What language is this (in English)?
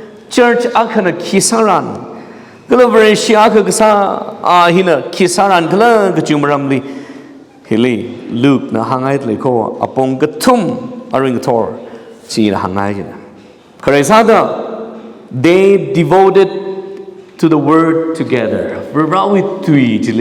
Tangkhul Naga (India)